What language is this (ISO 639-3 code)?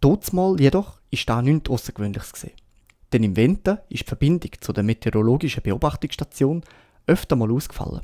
gsw